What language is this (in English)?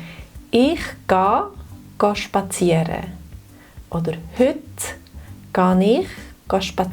Swiss German